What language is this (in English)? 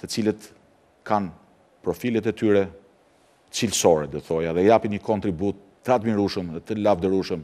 Albanian